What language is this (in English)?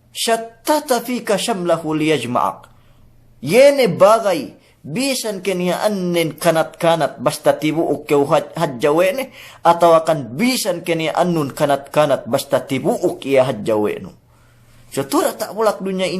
Yakan